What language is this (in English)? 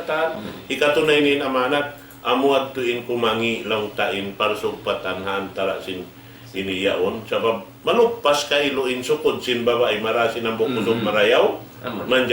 Tausug